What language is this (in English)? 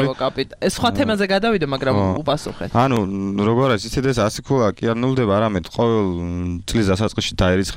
Georgian